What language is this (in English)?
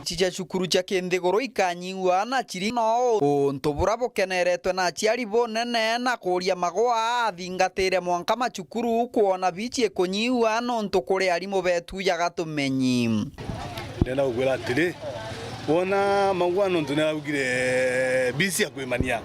Meru